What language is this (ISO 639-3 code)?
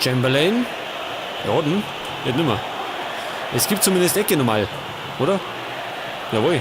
bar